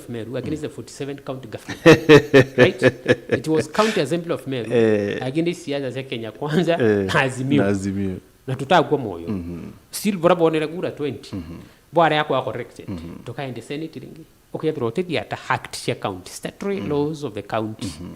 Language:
Meru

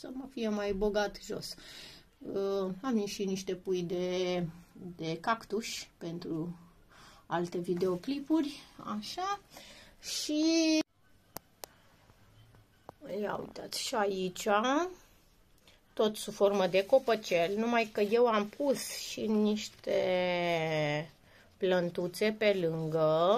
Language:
Romanian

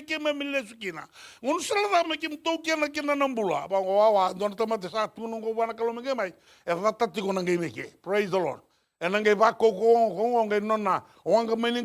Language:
Fijian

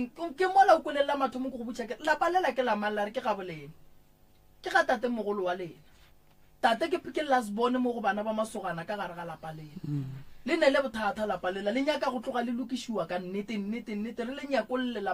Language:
Northern Sotho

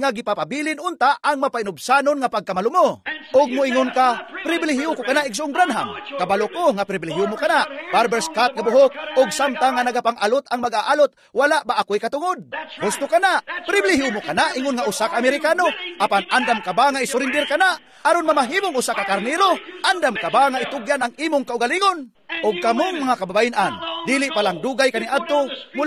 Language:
Cebuano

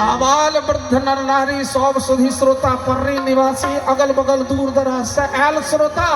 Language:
Maithili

